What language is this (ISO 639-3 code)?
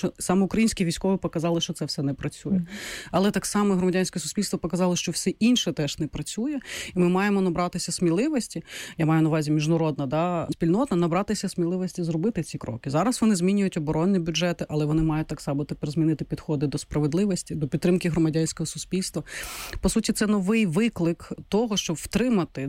ukr